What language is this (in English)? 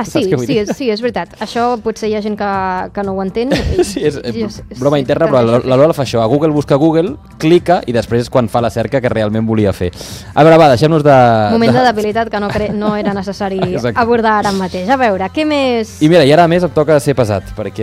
Catalan